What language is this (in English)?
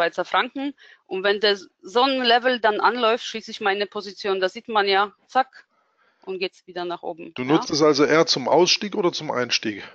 German